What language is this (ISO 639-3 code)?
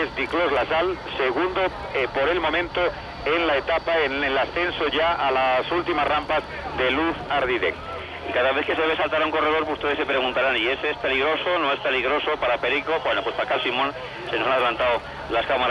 spa